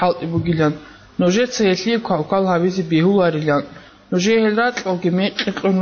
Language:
Avaric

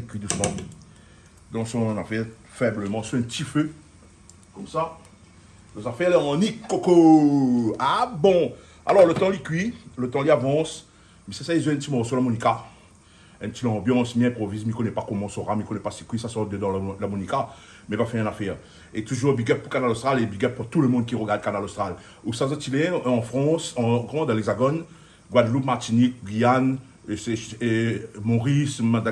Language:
Réunion Creole French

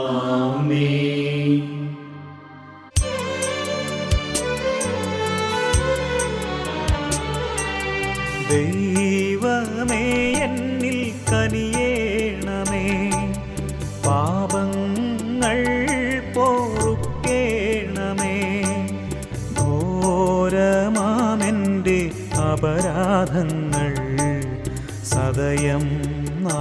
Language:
Malayalam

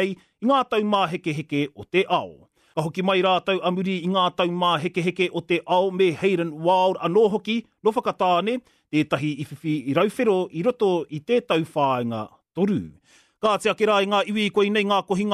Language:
Māori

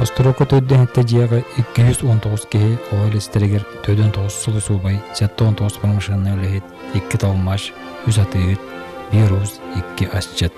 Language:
Yakut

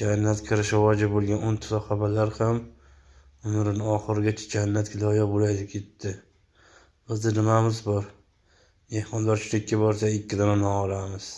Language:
Uzbek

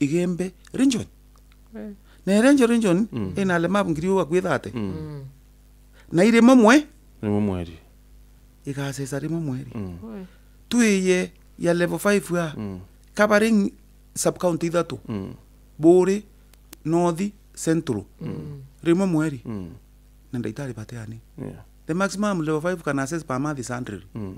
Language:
Meru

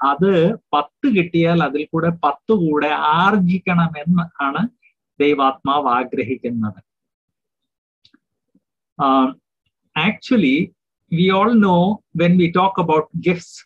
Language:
Malayalam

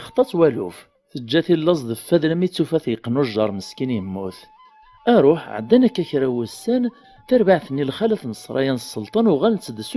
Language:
Kabyle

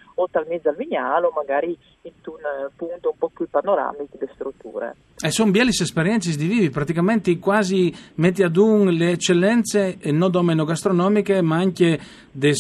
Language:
Friulian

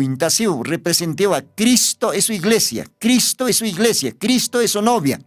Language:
Aymara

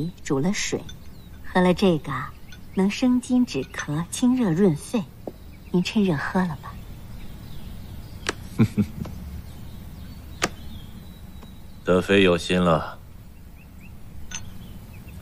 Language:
Chinese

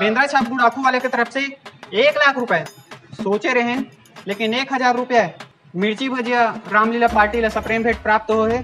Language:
Chhattisgarhi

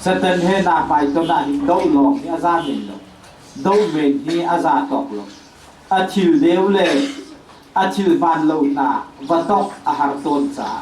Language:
Hakha Chin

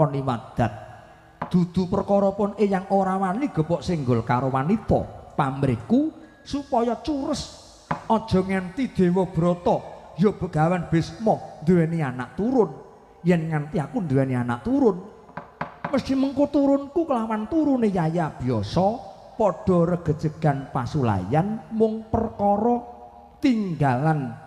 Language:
Javanese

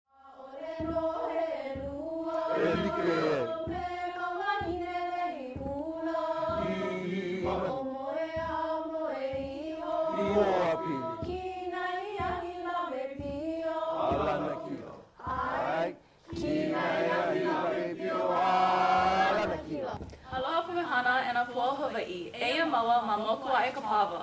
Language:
Hawaiian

